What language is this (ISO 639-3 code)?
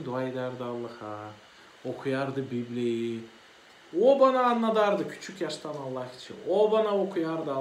gag